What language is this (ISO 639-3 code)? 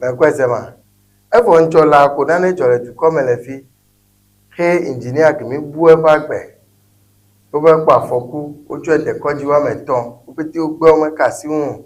ewe